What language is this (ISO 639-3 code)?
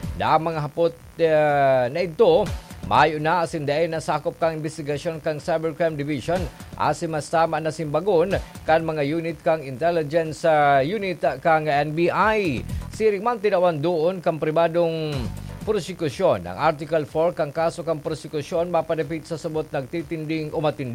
bik